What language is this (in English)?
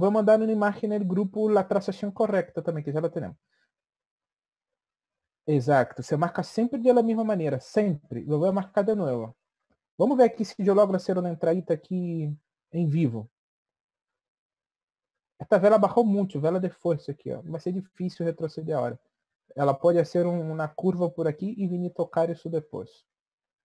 Portuguese